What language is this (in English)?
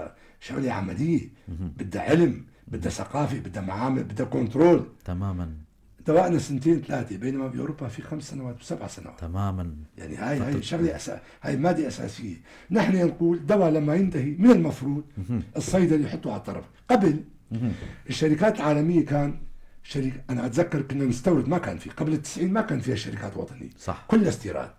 North Levantine Arabic